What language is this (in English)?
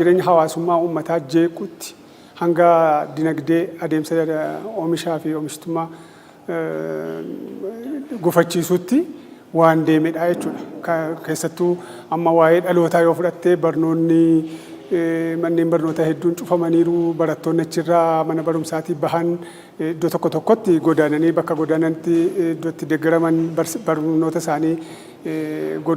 Oromo